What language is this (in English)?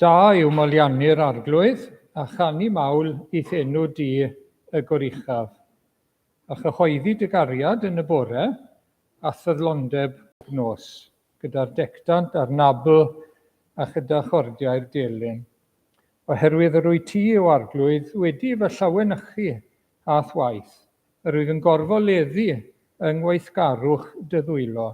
Welsh